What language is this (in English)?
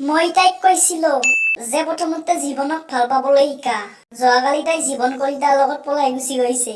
Assamese